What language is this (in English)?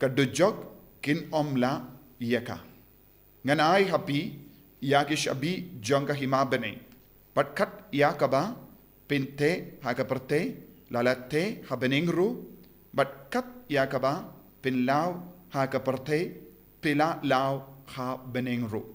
Khasi